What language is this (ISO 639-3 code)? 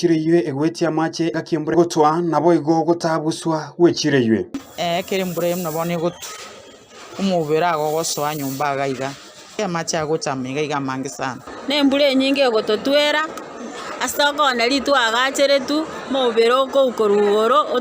guz